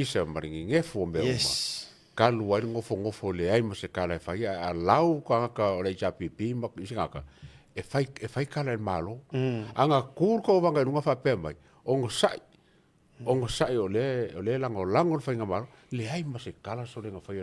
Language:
Samoan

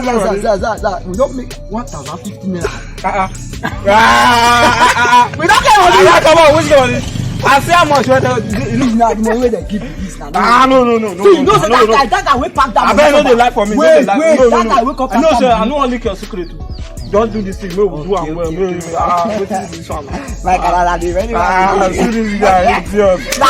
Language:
Nigerian Pidgin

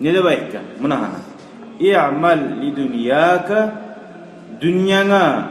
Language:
Kumyk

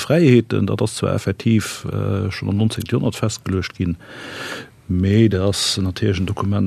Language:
Luxembourgish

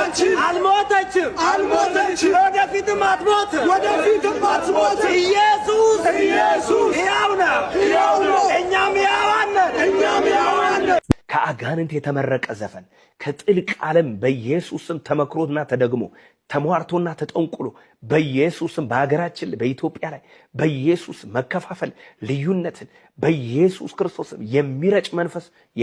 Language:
Amharic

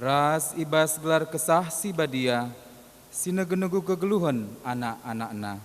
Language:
Batak Karo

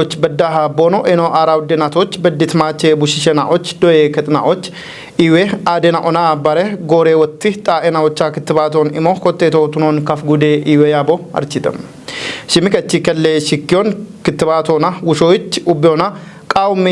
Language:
Kafa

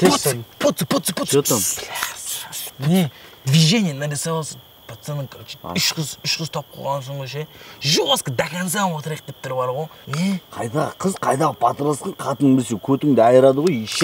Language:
Kazakh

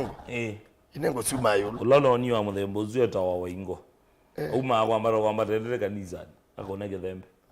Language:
Kamba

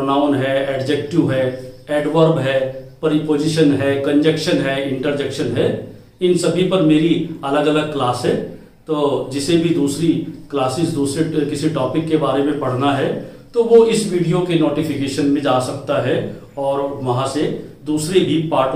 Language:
Hindi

